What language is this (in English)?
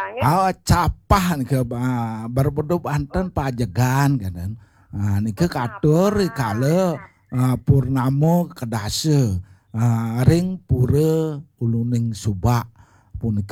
Balinese